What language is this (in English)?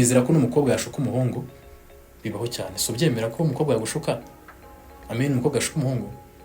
Kinyarwanda